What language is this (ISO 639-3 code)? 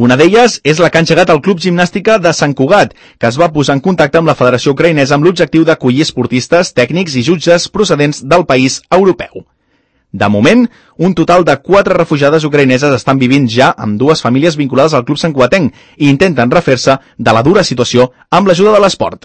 cat